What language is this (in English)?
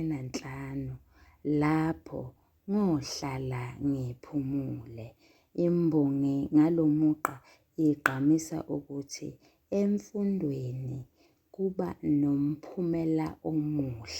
Zulu